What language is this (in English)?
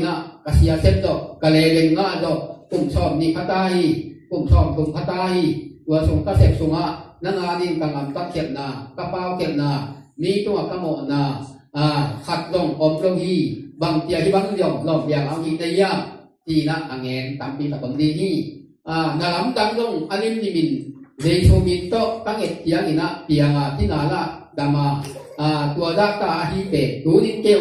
Tedim Chin